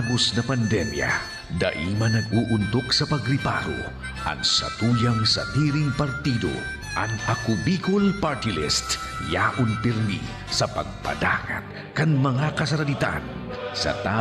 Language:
Bikol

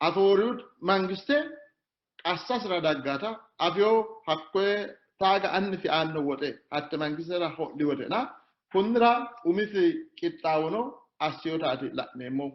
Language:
Sidamo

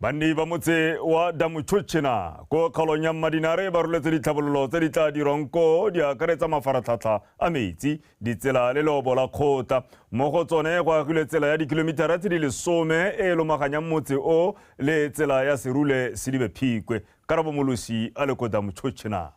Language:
Tswana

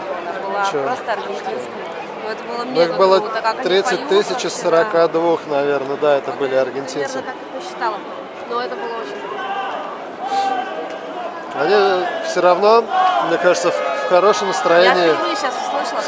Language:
Russian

